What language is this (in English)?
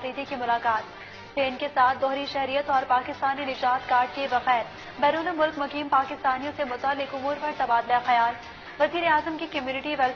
Urdu